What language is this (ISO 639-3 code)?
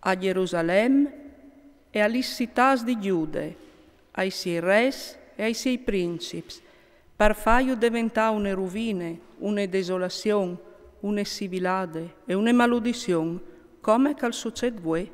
fur